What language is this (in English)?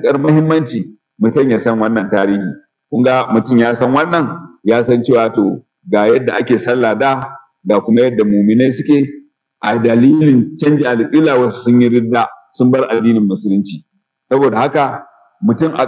Hausa